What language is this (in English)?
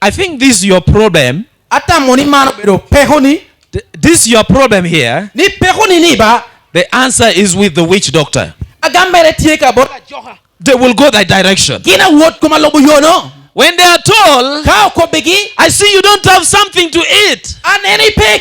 Lango (Uganda)